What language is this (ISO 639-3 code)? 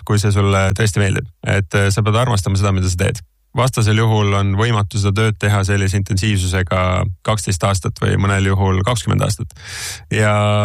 est